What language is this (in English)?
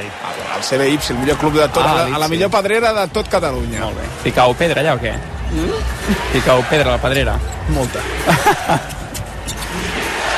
Catalan